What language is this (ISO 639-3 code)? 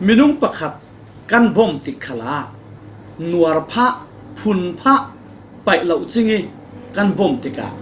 cfm